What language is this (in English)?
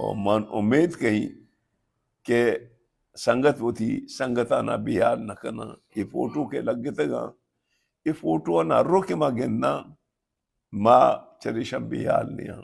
Baluchi